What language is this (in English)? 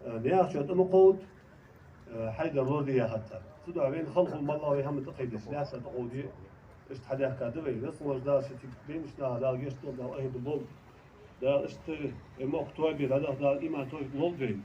Ingush